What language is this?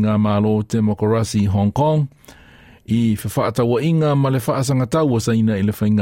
Samoan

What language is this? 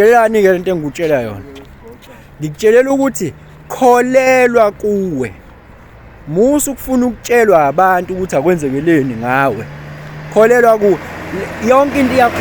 Zulu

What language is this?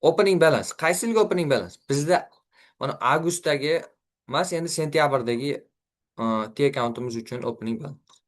Uzbek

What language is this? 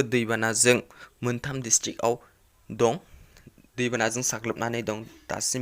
Bodo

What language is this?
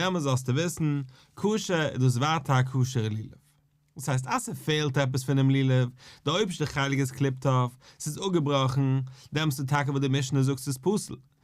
Yiddish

